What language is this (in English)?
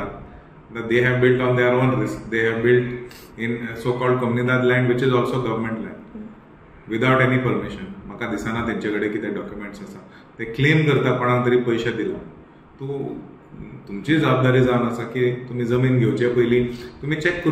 Konkani